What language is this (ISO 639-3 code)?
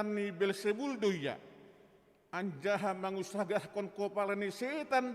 bts